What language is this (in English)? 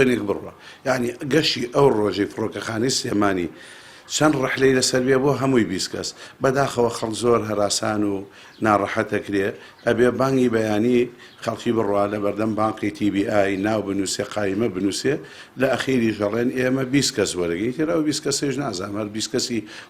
Central Kurdish